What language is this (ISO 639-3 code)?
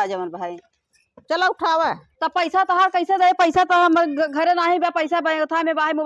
awa